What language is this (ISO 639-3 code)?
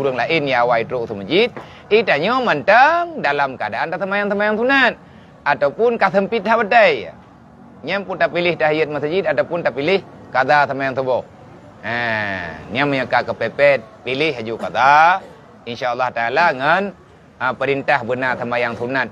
ace